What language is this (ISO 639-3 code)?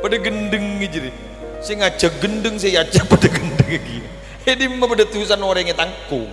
mad